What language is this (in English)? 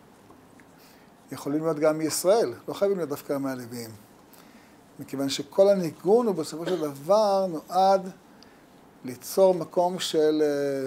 Hebrew